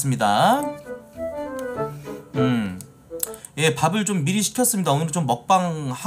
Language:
Korean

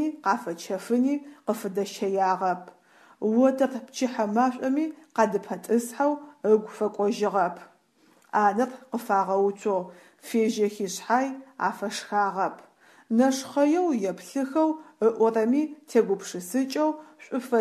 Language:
Adyghe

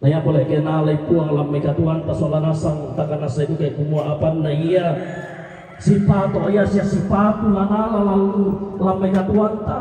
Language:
Toraja-Sa'dan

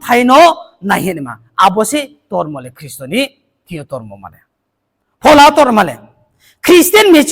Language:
Riang (India)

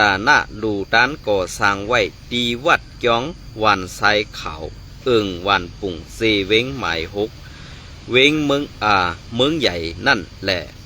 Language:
Shan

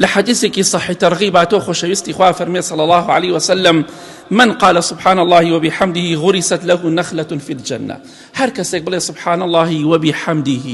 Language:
Central Kurdish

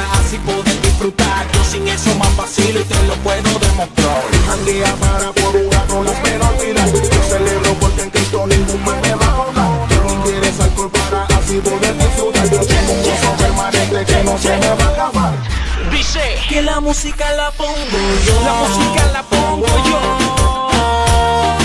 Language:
Spanish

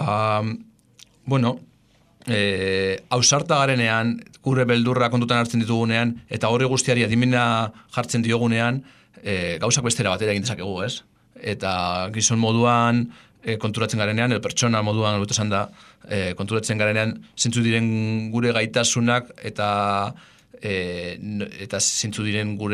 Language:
Basque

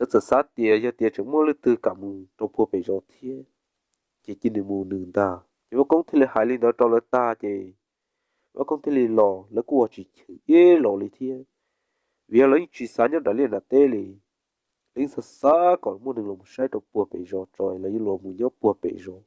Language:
Hmong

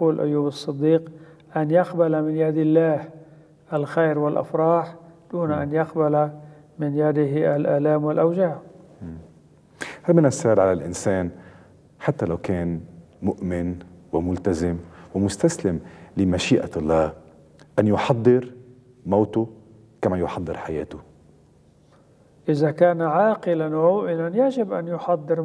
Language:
Arabic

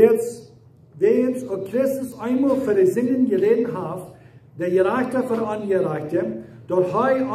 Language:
Plautdietsch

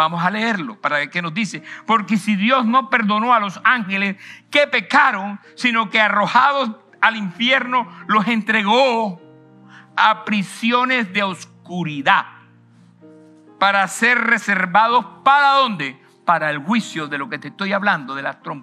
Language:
Spanish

